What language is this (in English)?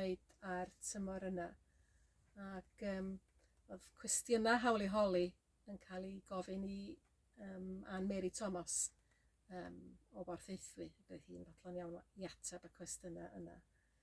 Welsh